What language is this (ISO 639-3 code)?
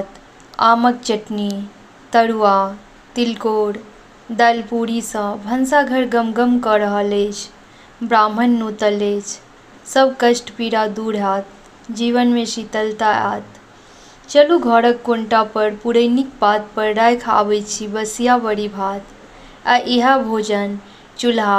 mai